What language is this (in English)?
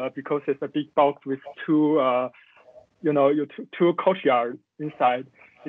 English